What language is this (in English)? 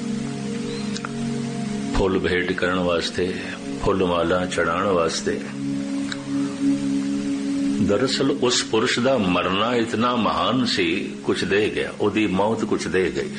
Punjabi